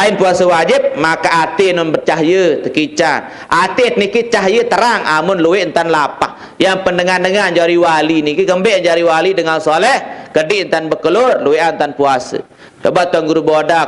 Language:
Sasak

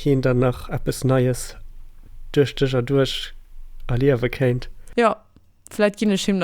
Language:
Luxembourgish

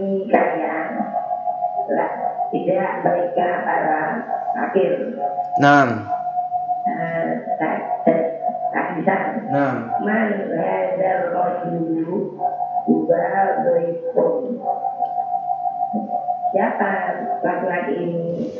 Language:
Indonesian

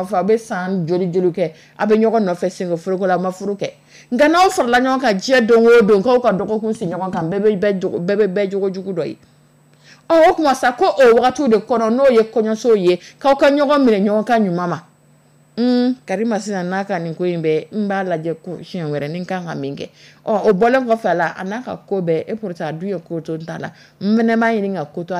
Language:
Dyula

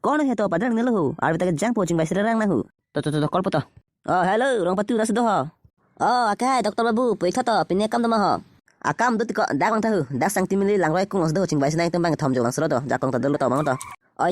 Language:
Karbi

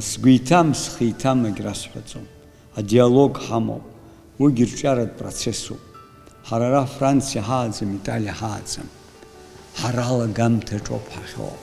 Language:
Abkhazian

